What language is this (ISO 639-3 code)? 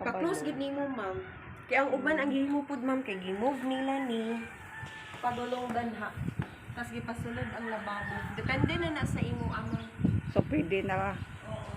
ceb